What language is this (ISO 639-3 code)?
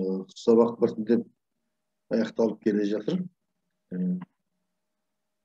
kaz